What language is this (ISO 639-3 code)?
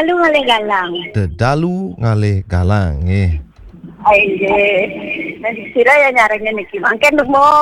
ban